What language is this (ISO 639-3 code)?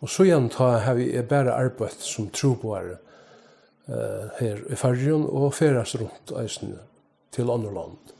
fao